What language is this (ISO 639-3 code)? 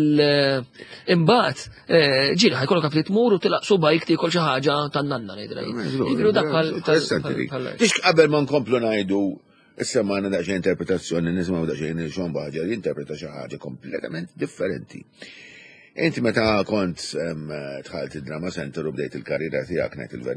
mlt